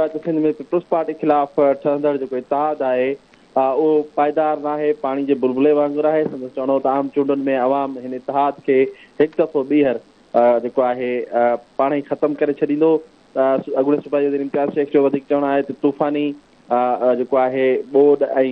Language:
Sindhi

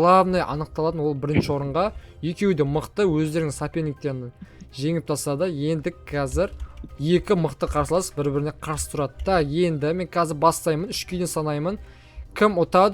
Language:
Kazakh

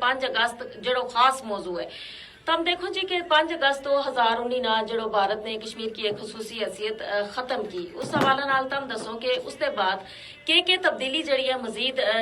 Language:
Gujari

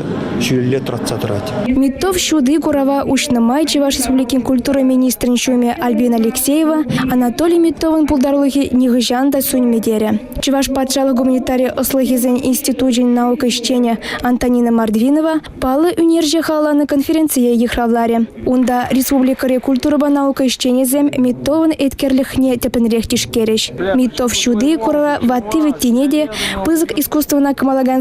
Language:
Chuvash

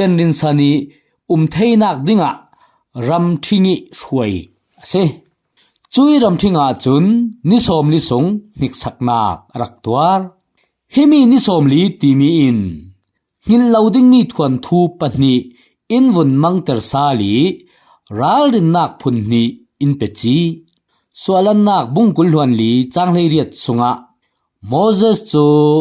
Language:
Falam Chin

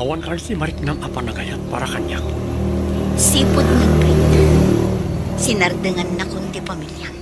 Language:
Iloko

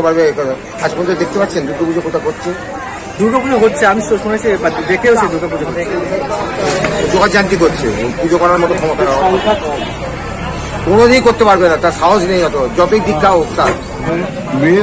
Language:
Bangla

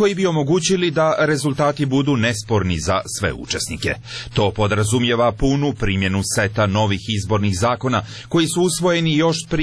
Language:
Serbian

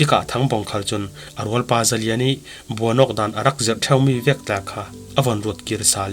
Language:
Falam Chin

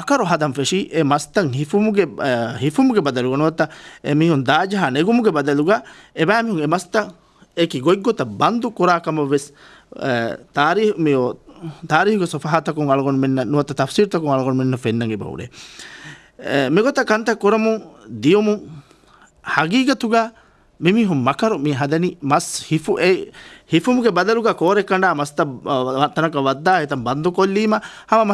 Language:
Divehi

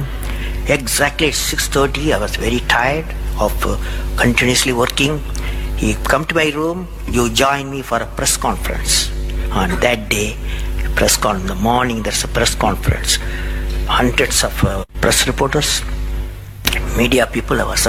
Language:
English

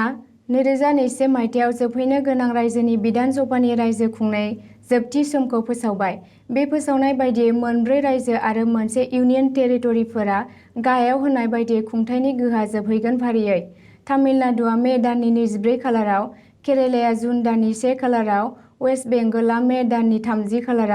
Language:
Bodo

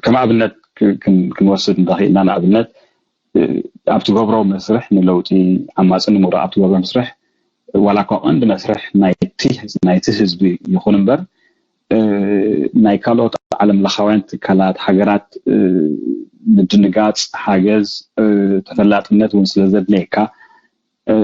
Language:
Tigrinya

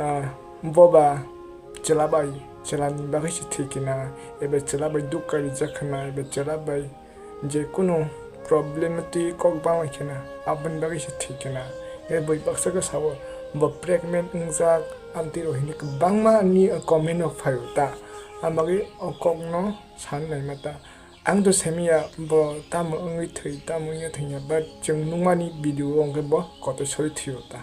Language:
Kok Borok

